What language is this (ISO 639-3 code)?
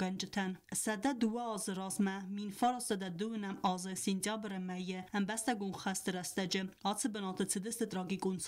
oss